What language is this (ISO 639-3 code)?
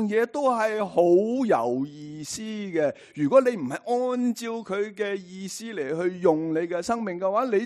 yue